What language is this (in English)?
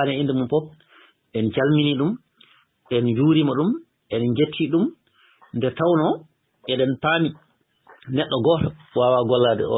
Fula